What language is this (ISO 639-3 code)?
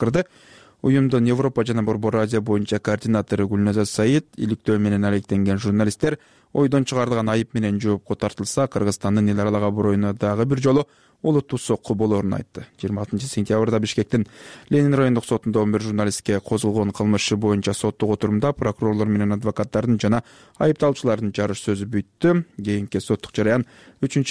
kir